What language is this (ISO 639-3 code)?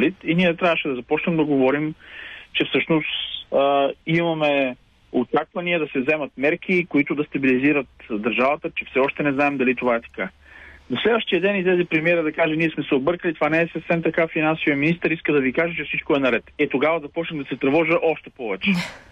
bul